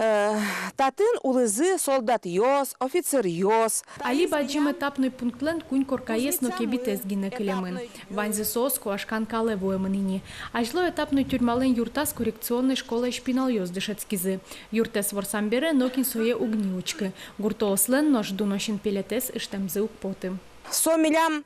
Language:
Udmurt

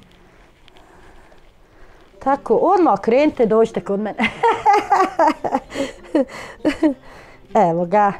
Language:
Bosnian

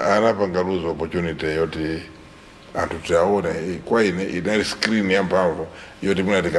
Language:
Nyanja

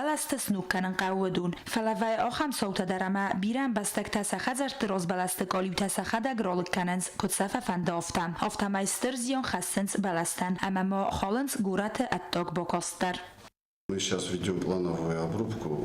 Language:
Ossetic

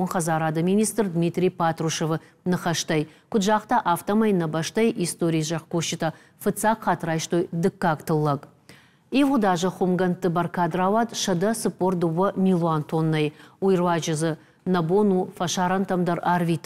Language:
Ossetic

